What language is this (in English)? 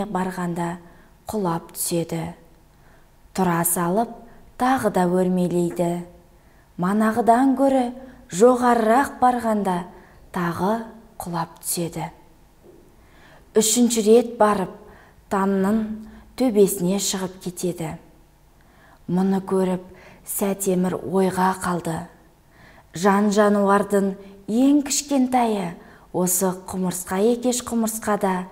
Kazakh